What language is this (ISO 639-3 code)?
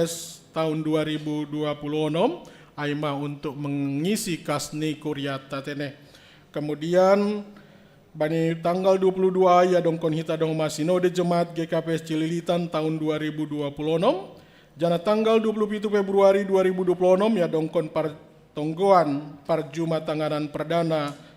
bts